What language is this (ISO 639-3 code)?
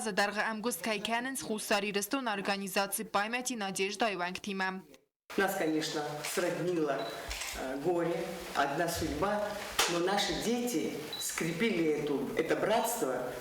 oss